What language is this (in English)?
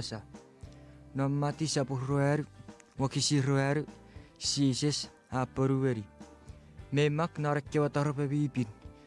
Chuukese